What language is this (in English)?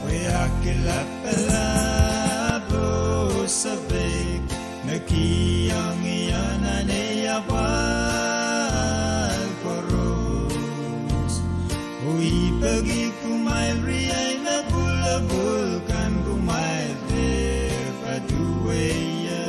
Pohnpeian